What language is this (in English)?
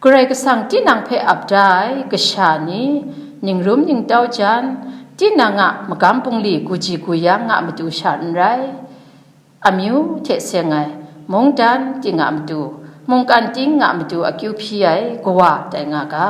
Kachin